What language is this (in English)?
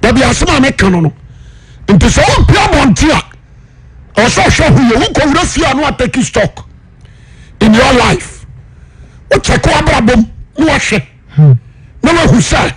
Akan